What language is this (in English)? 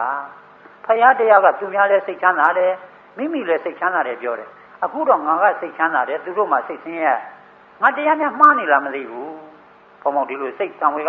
Burmese